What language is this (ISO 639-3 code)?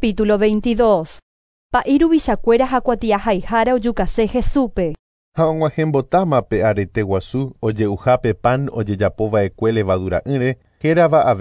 grn